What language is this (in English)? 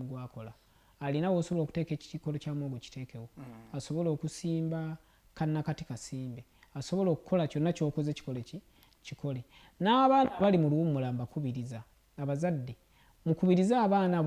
Ganda